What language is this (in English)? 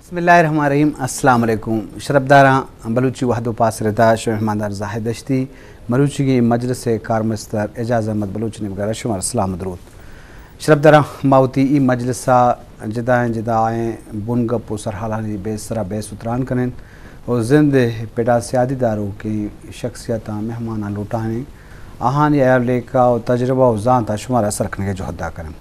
Eastern Balochi